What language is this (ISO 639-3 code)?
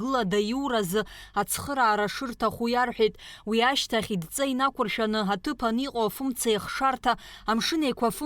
abk